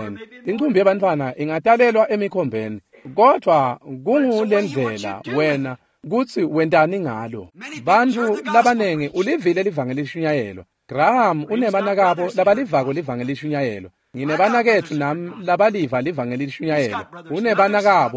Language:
Swati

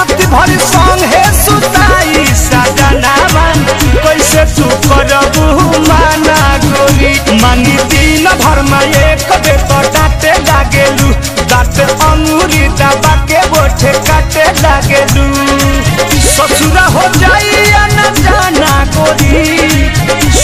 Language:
Bhojpuri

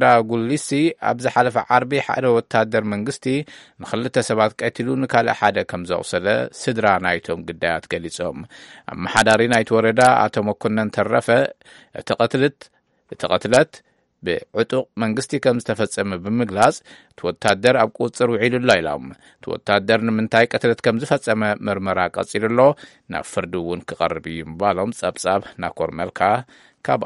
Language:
Tigrinya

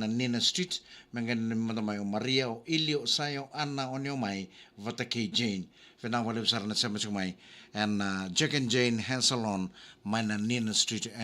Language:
Fijian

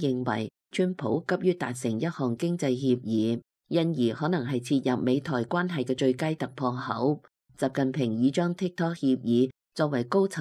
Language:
Cantonese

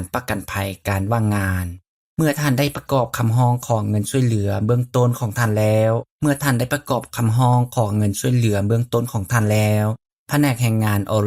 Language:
Lao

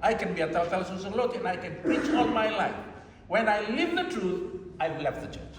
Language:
Fijian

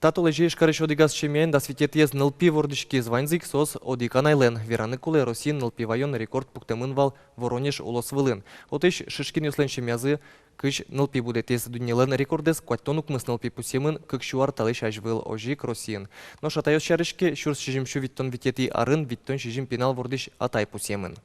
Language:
Udmurt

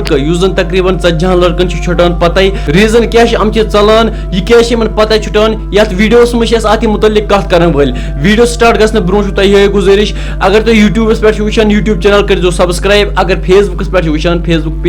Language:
Kashmiri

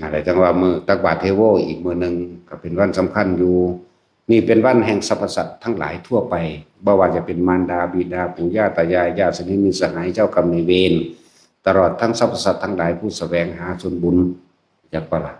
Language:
Northeastern Thai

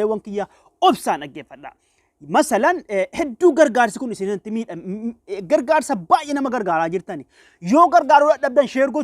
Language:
Oromo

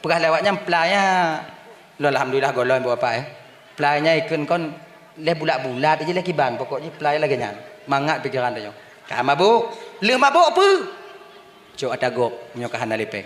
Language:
Achinese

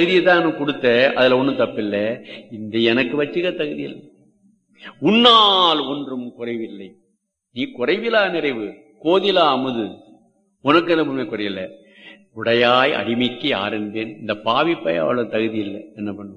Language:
Tamil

